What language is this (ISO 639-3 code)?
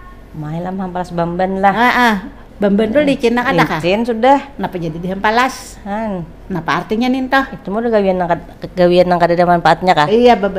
bjn